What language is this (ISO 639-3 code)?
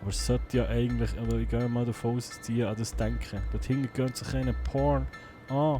gsw